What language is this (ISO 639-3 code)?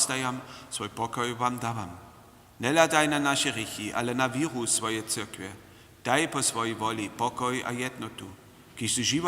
hsb